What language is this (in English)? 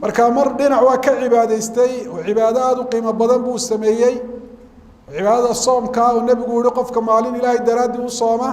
Somali